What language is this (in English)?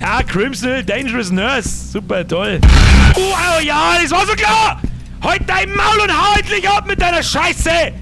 Bavarian